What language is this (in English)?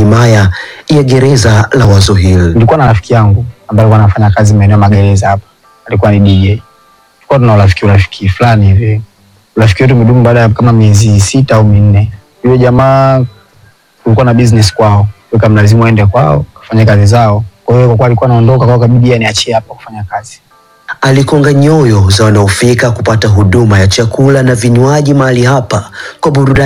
Swahili